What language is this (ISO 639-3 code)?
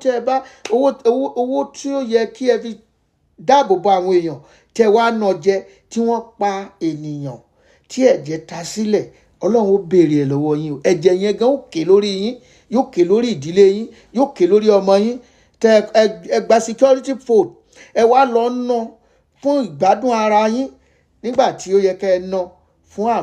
yor